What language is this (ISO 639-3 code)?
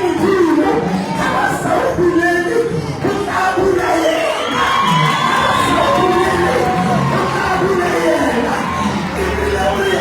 sot